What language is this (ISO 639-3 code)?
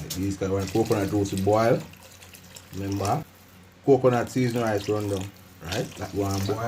jam